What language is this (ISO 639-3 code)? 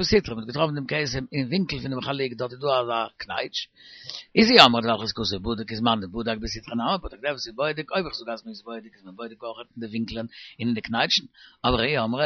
yid